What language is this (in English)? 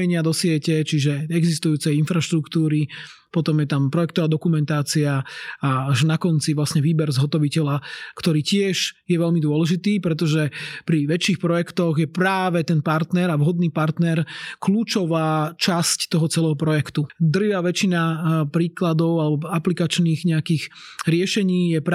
Slovak